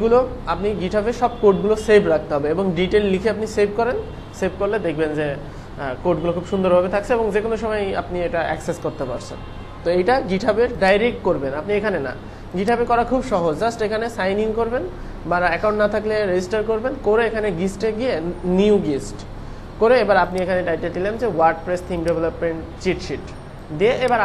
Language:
Bangla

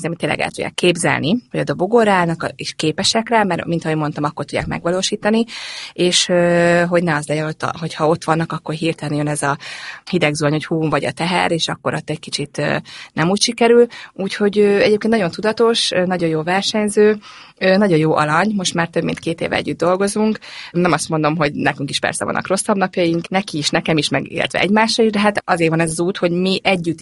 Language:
Hungarian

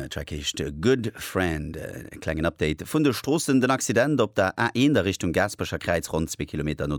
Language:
Luxembourgish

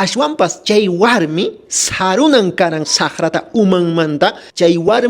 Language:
Quechua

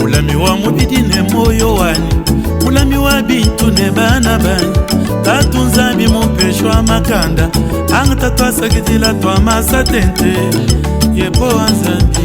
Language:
Luba-Lulua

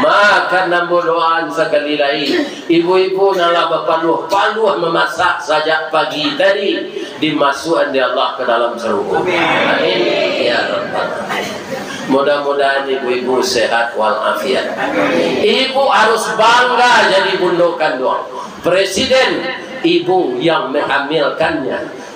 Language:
Minangkabau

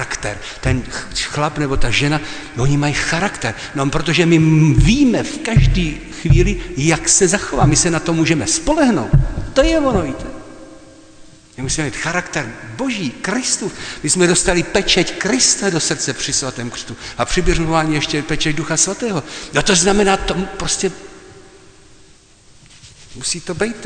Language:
Czech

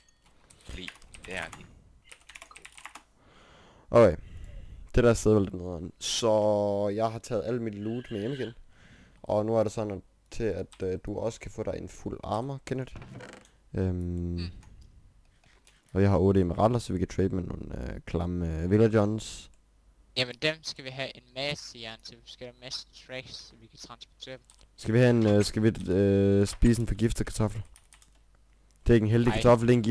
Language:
Danish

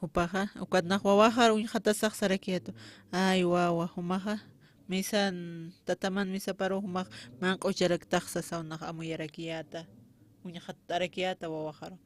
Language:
Aymara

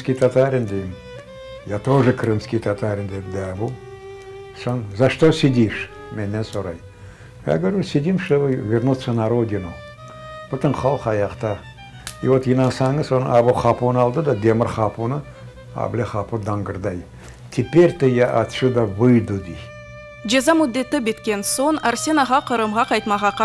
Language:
Crimean Tatar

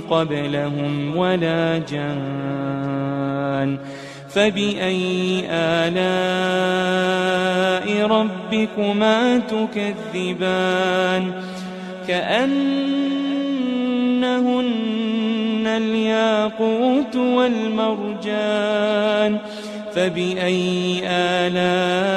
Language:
Arabic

